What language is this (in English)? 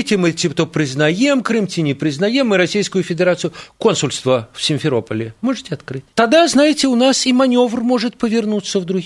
Belarusian